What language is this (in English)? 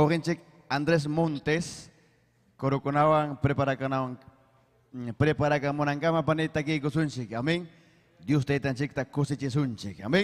Ayacucho Quechua